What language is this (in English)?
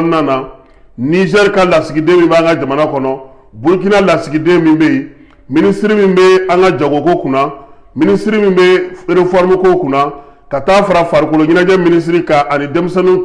Bambara